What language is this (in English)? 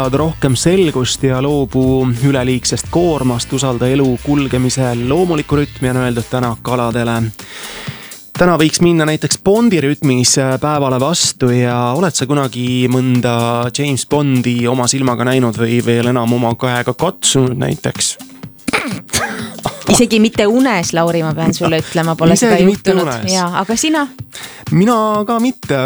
Estonian